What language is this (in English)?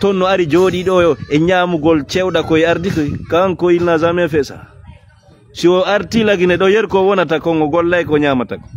Fula